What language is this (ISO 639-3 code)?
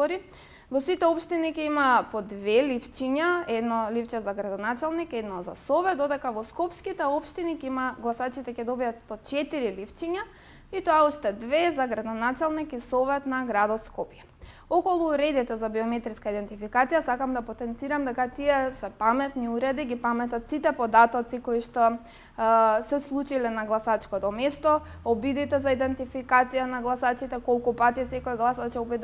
mkd